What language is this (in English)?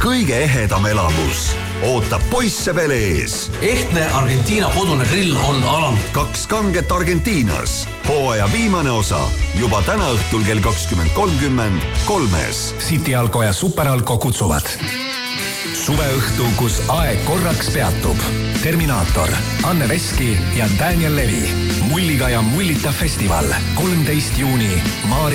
Estonian